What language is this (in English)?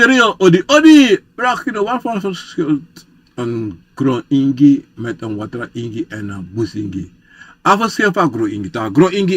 Sranan Tongo